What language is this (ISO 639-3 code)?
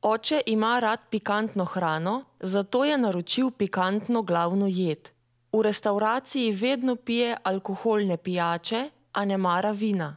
slv